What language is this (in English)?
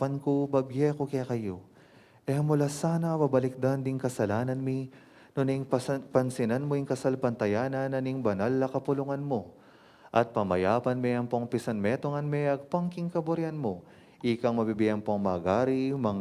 Pampanga